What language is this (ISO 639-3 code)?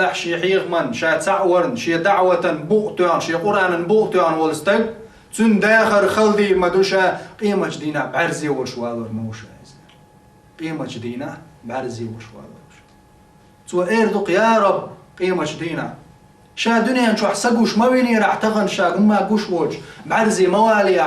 che